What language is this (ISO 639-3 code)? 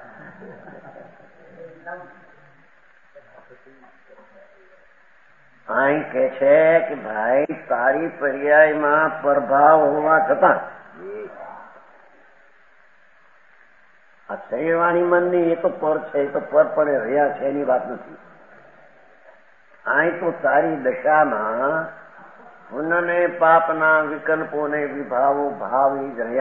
guj